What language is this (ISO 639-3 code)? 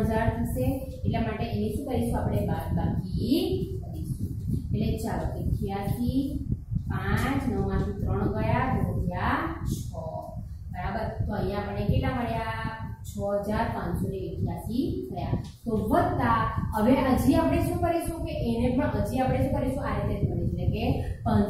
guj